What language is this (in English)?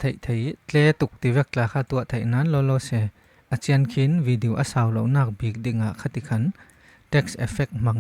Falam Chin